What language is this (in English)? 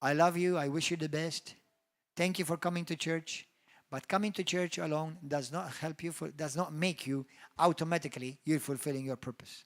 English